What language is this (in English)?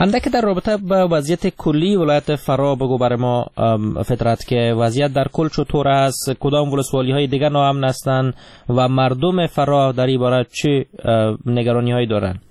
Persian